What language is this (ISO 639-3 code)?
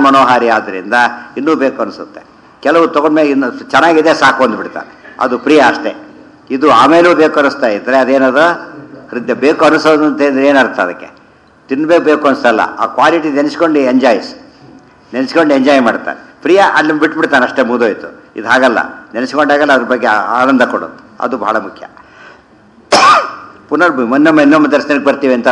kan